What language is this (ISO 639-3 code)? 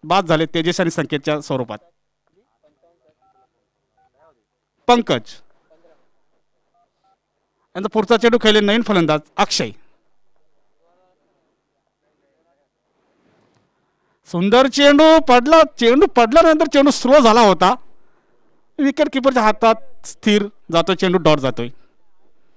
mar